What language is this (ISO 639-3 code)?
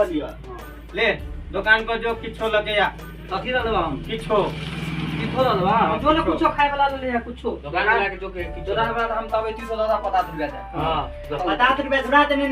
mai